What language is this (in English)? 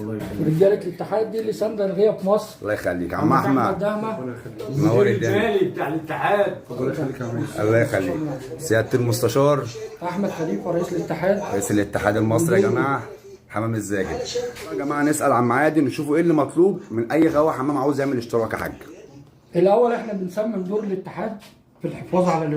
Egyptian Arabic